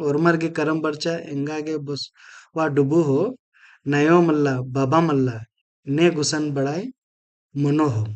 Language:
Kurukh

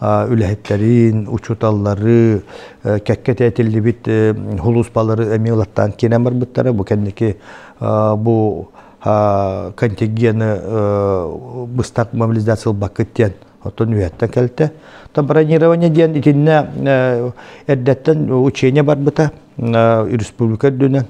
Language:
Yakut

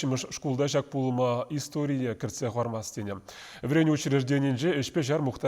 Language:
Chuvash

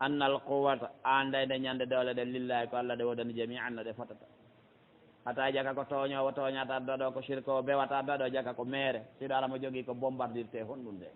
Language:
Fula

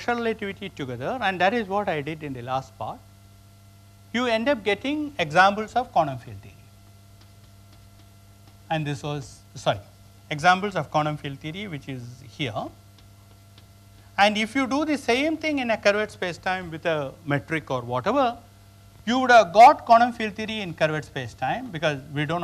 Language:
English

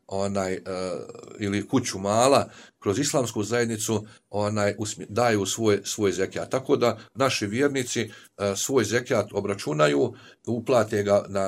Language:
Bosnian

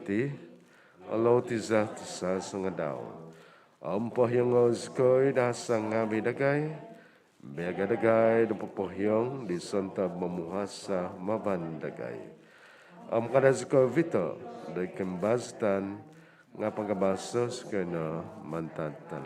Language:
Central Dusun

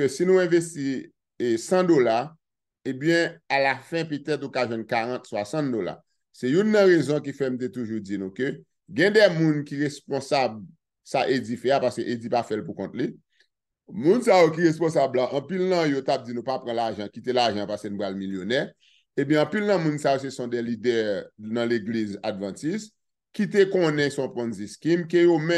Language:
Haitian Creole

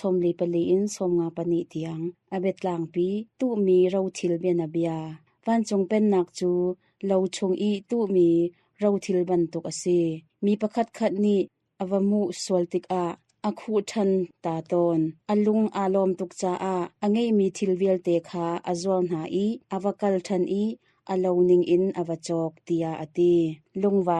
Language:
Hakha Chin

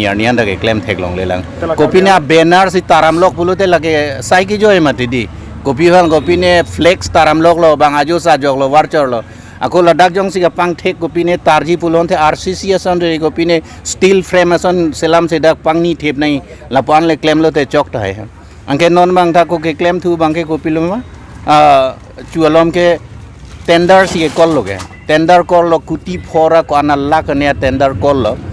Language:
Karbi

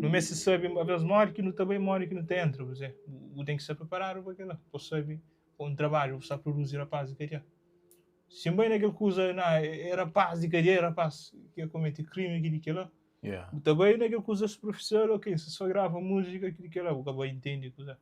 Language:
Kabuverdianu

